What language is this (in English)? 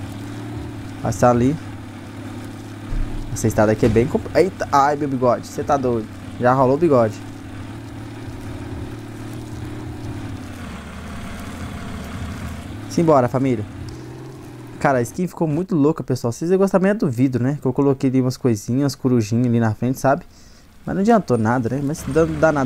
Portuguese